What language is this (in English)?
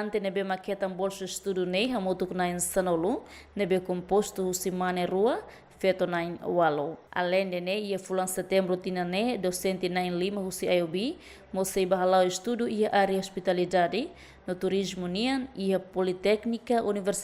Tetum